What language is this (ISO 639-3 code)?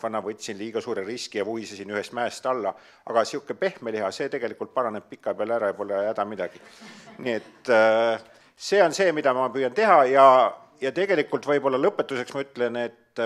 est